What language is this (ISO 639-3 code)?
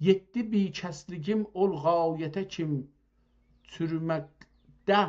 azb